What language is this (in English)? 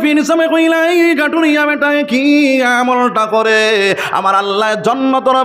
Sylheti